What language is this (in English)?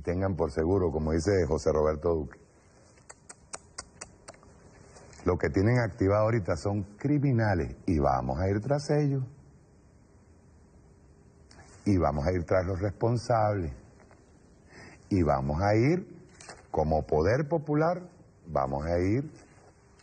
Spanish